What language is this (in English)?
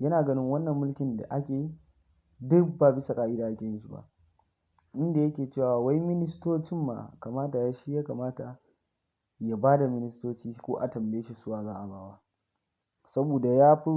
Hausa